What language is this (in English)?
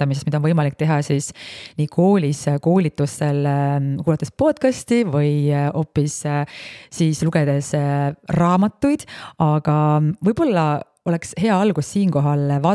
Estonian